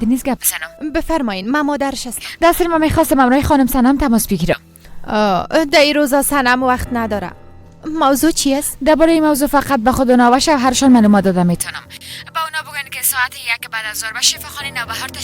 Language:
Persian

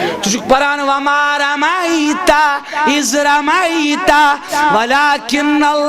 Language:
Kashmiri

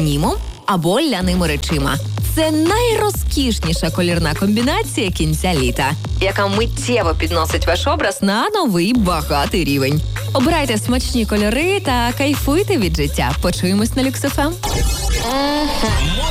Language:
Ukrainian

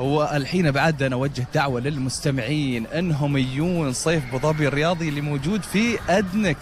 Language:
Gulf Arabic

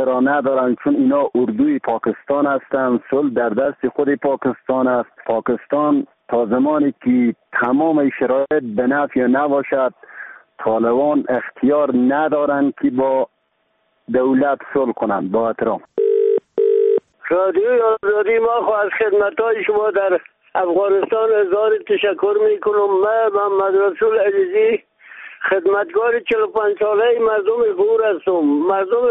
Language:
Persian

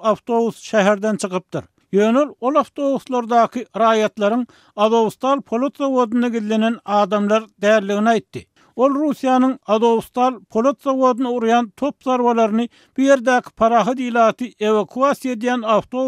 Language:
Turkmen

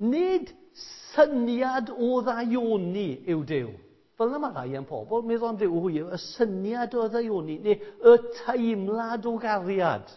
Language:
Welsh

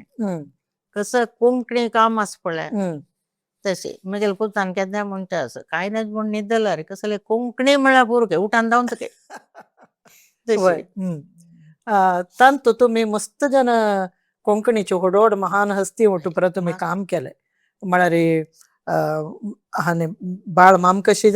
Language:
Konkani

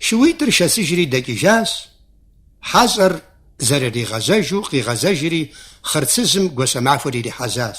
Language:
Kabardian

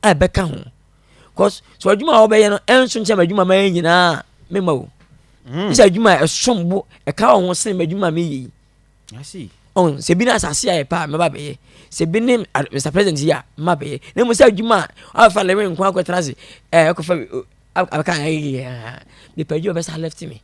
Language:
Akan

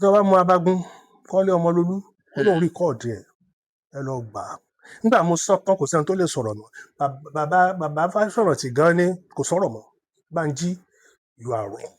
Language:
Yoruba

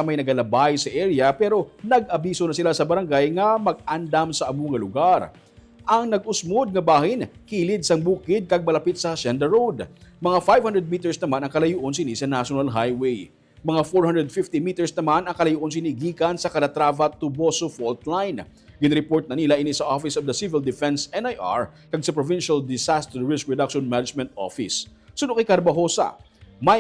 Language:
Hiligaynon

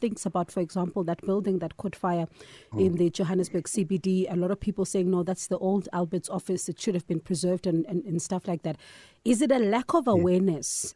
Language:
English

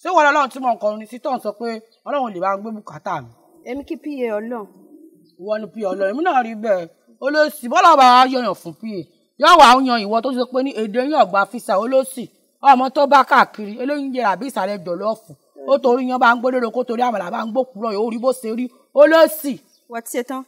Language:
Yoruba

